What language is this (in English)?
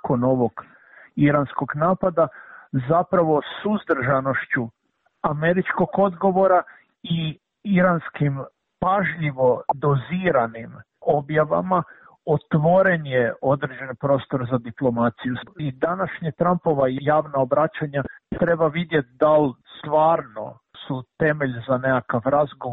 Croatian